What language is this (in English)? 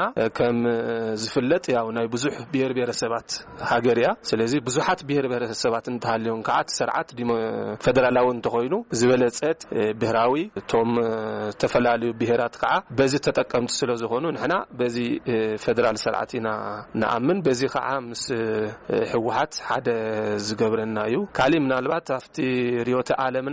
Tigrinya